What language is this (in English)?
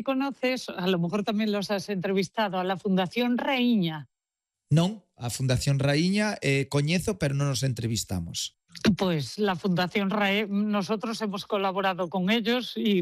Galician